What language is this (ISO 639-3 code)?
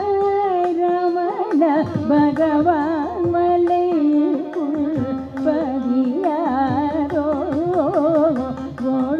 tam